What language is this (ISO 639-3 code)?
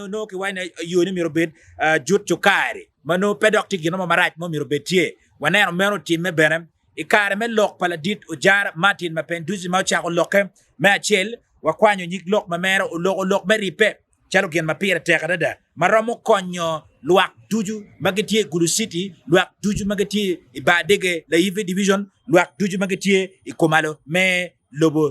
ach